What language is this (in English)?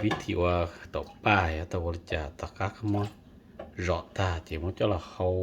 Hmong